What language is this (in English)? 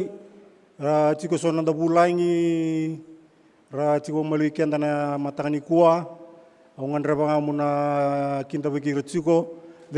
Fijian